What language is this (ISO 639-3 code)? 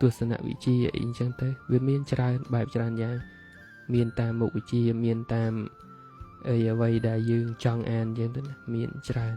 khm